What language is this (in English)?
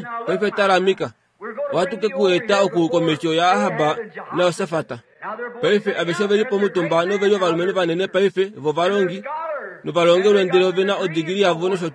Kuanyama